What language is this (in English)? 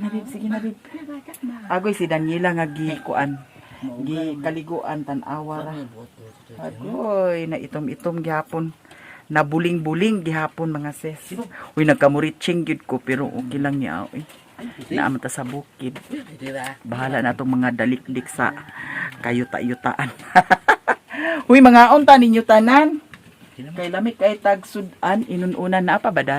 Cebuano